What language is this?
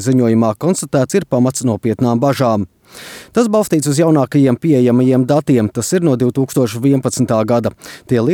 Latvian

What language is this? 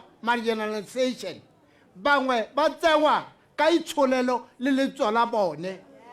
Tswana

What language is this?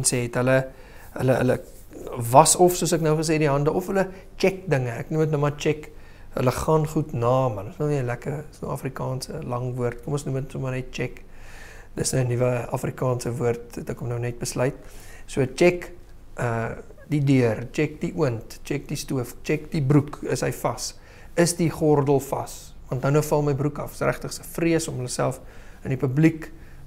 Afrikaans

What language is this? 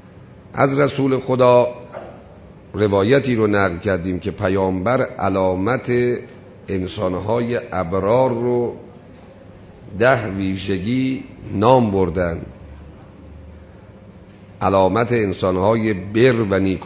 Persian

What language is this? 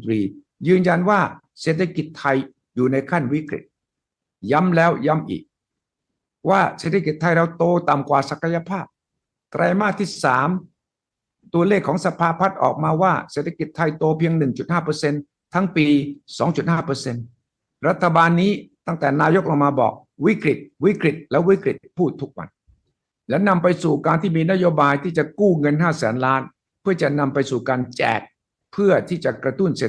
Thai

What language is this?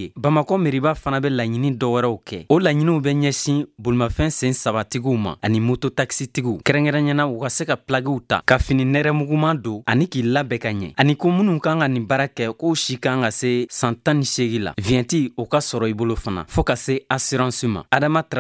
Bambara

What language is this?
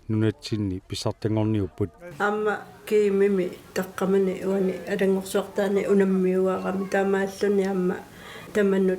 Kalaallisut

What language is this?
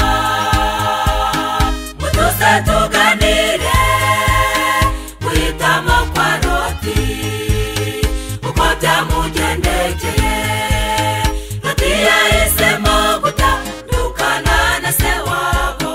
Kinyarwanda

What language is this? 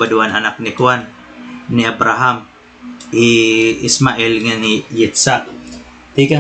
Waray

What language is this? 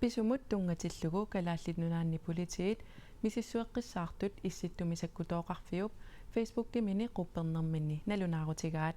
Kalaallisut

